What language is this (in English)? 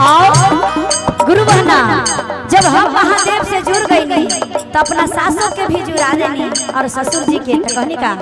Magahi